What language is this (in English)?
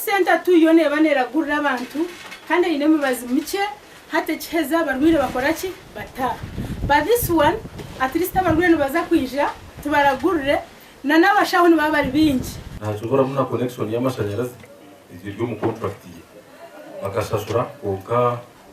Nyankole